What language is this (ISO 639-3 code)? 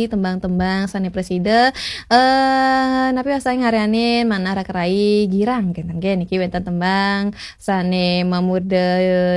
ban